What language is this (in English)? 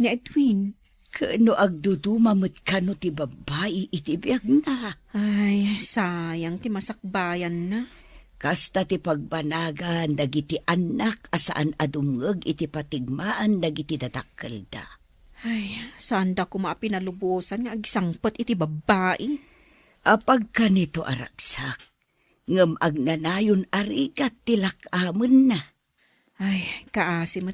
Iloko